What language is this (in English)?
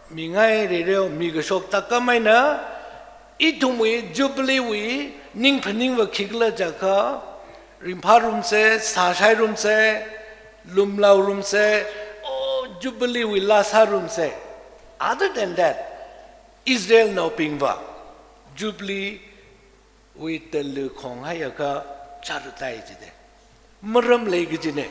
Tangkhul Naga (India)